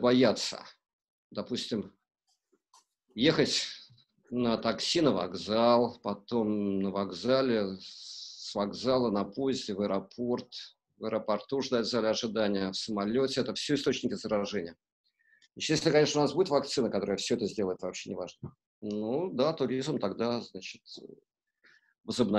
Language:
Russian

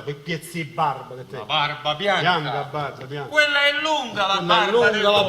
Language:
Neapolitan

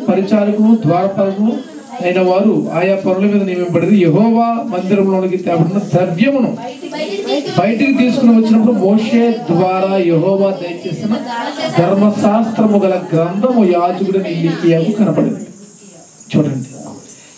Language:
Telugu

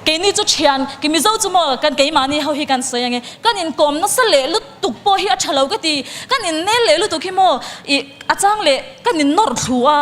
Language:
Mizo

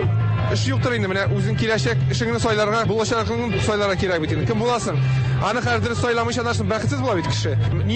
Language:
Tatar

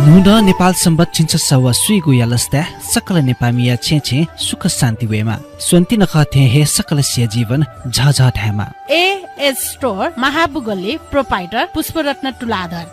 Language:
Newari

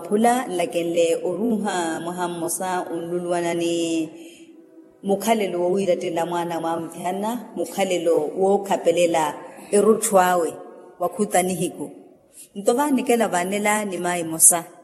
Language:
Makhuwa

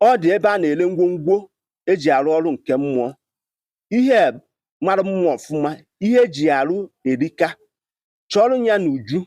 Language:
Igbo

